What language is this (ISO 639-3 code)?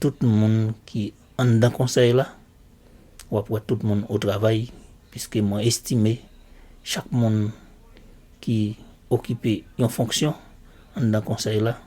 hat